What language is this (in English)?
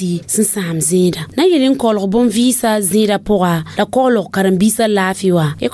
Mossi